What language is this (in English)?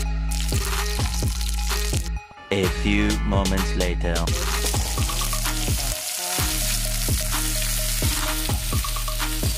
Filipino